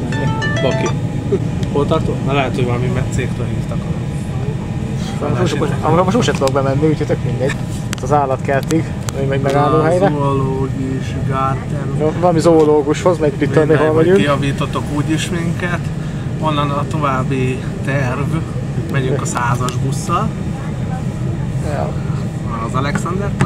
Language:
Hungarian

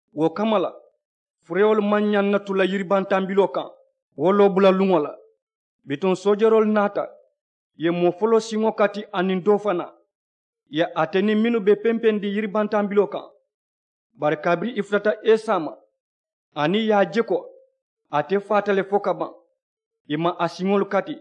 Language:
Mandingo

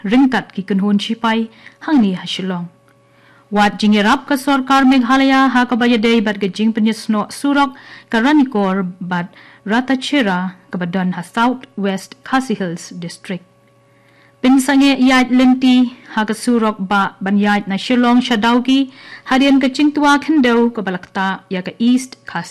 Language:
Khasi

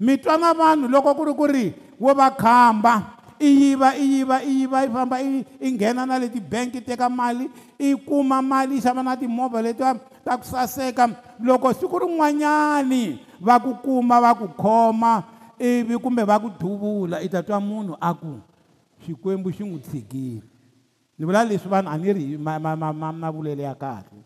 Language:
Tsonga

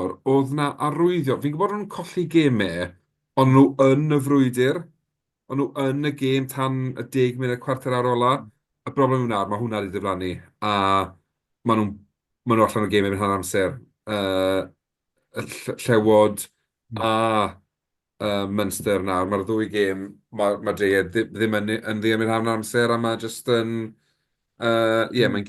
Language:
Welsh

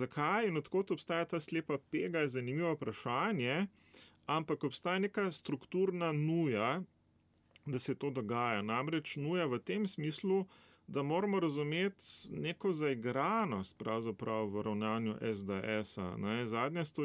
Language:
Slovenian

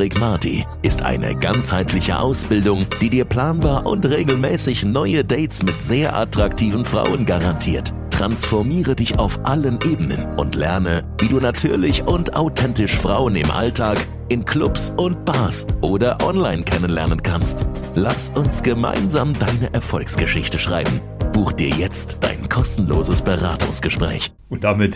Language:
German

